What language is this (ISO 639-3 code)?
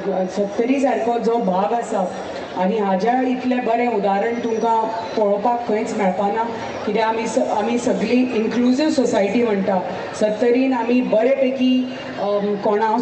kok